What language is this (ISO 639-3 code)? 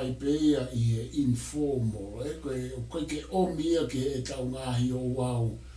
ton